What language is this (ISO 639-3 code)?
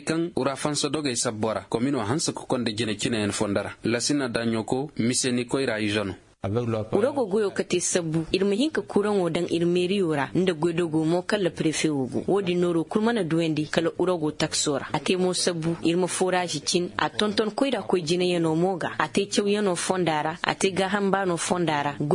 dje